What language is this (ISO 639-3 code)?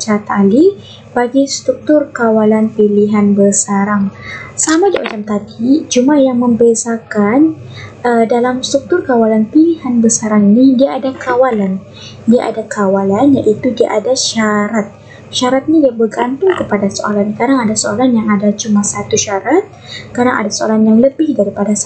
msa